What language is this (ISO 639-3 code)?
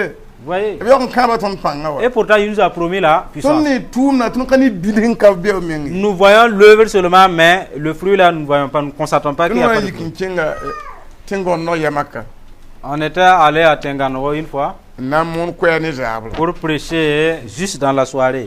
mos